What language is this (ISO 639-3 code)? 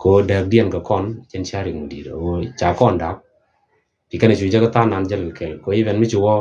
nus